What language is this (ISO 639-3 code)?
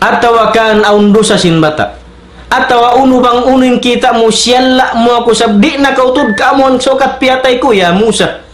tsg